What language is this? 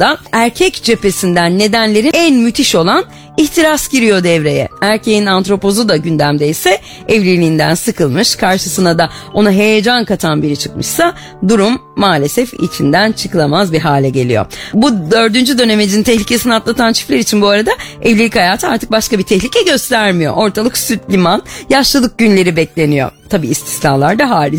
Turkish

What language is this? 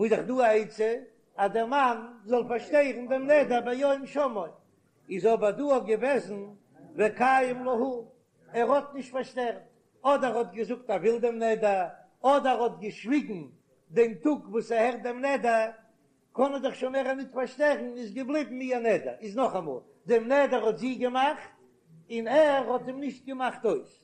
Yiddish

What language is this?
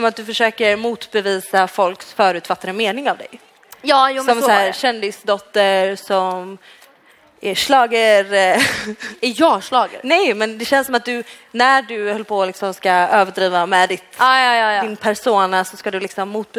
Swedish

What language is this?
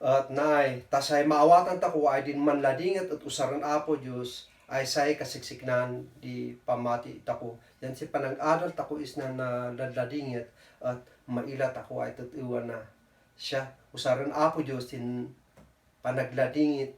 Kankanaey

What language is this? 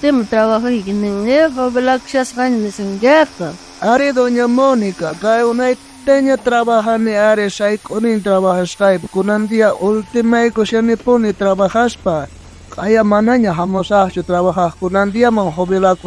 South Bolivian Quechua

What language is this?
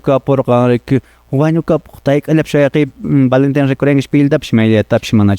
Quechua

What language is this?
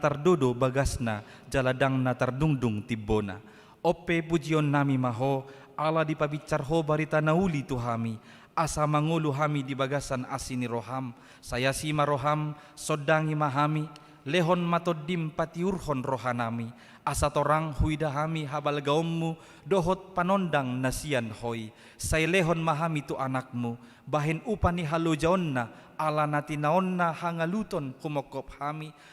Batak Toba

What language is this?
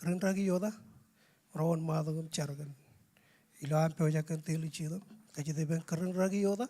Marshallese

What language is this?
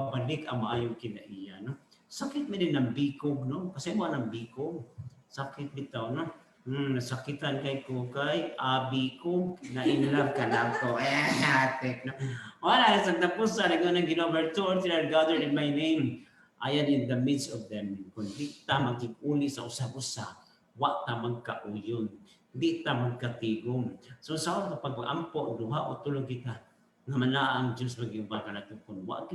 Cebuano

